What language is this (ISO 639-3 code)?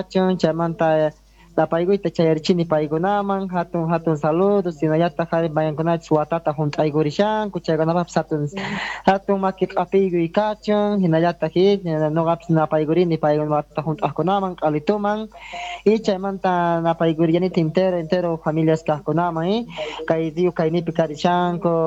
quh